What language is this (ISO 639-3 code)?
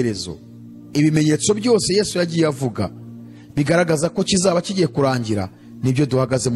kin